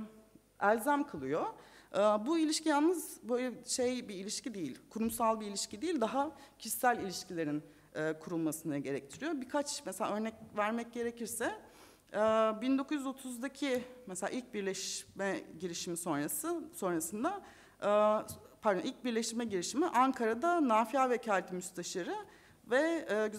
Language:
Turkish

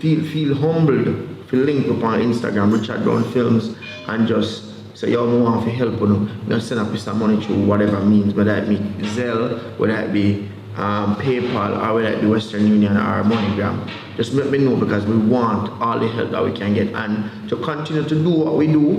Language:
Jamaican Creole English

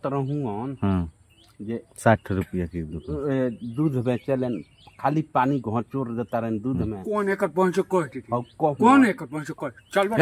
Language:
Bhojpuri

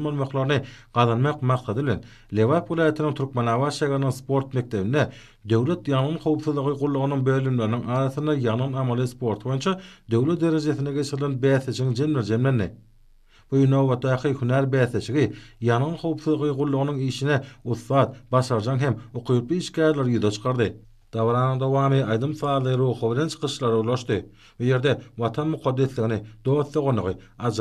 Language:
Turkmen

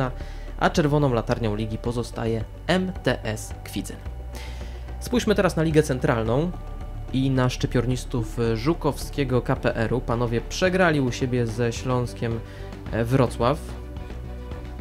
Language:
Polish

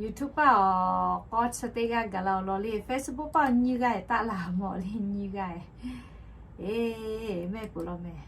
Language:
Lahu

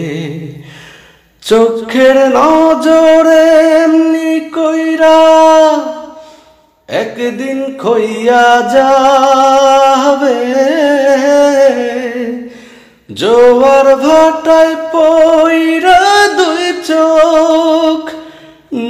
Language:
Bangla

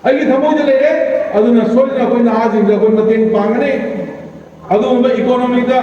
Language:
Manipuri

